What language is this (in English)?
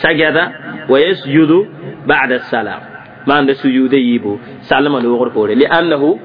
Mossi